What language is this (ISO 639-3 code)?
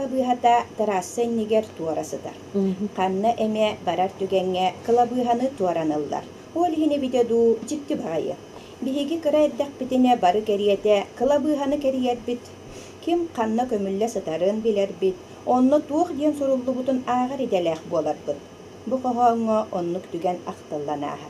sah